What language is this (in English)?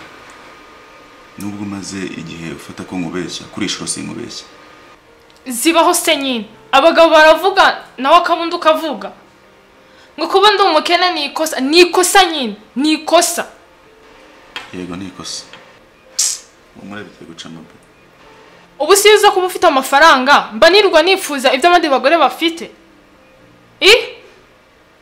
Kinyarwanda